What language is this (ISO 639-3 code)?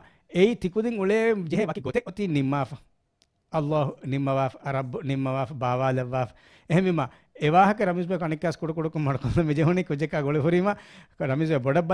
div